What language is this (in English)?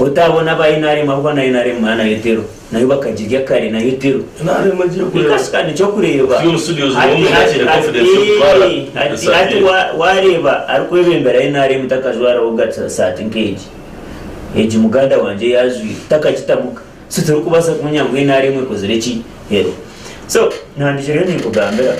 Nyankole